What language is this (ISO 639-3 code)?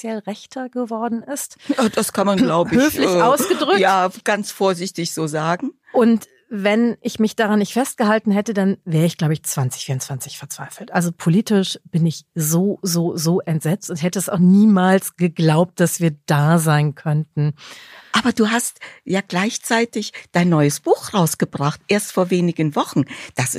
deu